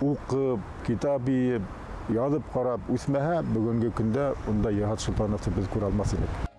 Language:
Bashkir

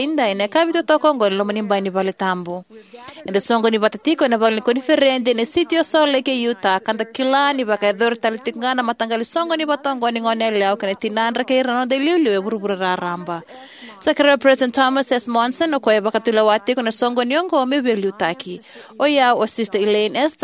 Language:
Fijian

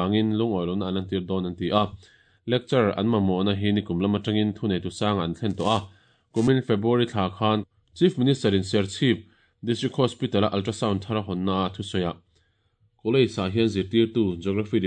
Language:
Mizo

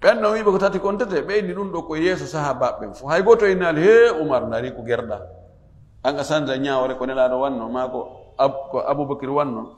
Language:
Fula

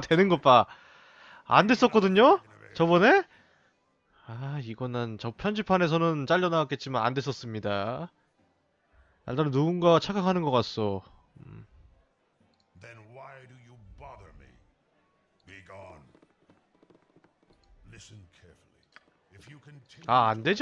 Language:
Korean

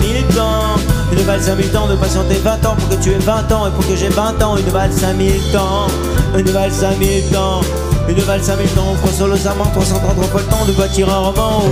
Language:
French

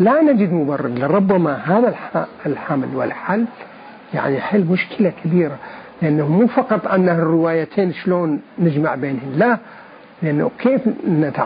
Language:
Mesopotamian Arabic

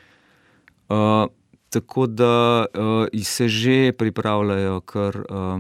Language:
Slovenian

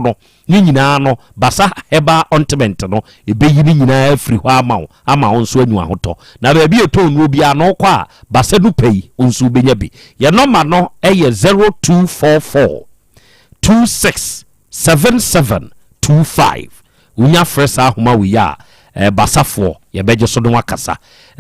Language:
Akan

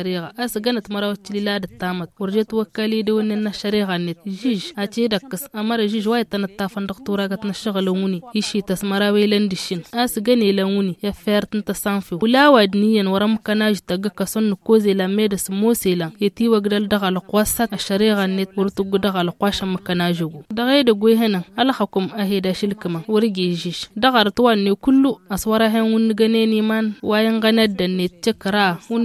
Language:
Tamasheq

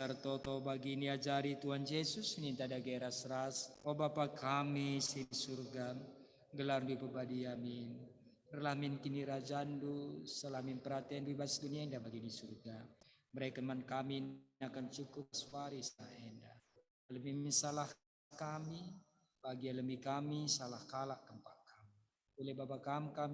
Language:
Batak Karo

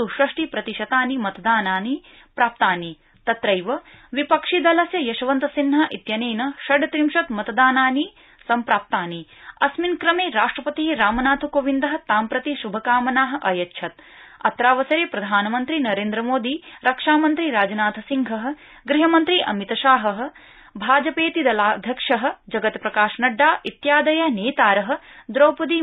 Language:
Sanskrit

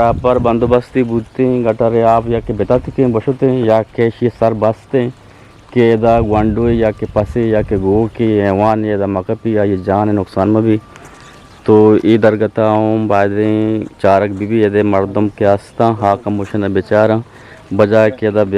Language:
Eastern Balochi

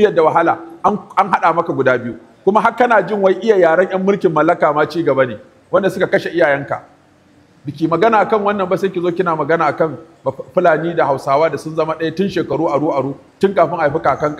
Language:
Hausa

